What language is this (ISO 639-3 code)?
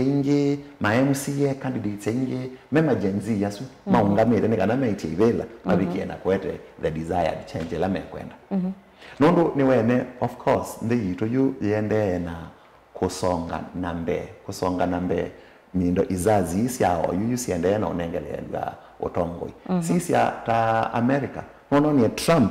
kam